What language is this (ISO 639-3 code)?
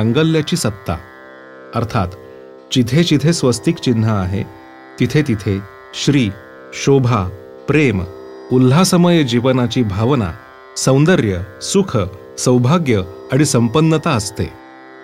mar